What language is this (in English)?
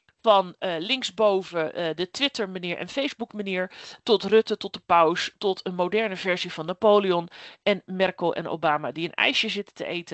Dutch